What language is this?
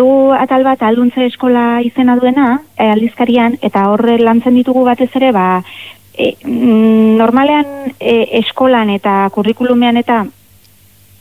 Basque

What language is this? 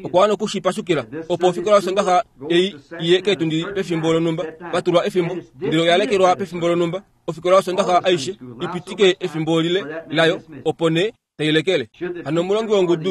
Kuanyama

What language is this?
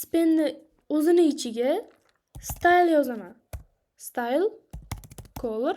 Uzbek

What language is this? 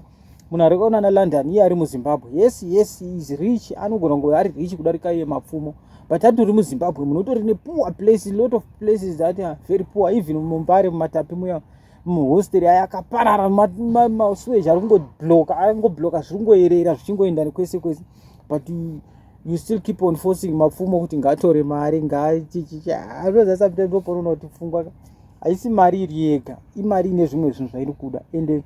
Shona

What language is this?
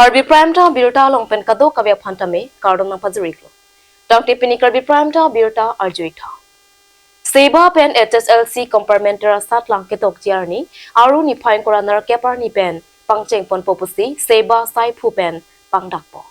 Karbi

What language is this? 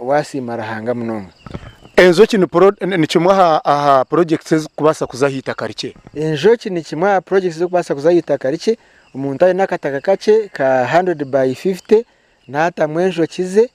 Nyankole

